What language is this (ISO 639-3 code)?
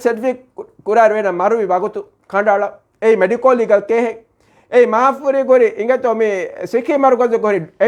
div